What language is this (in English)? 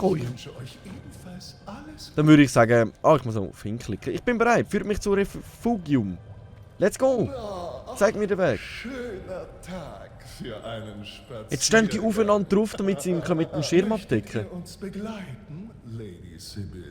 Swiss German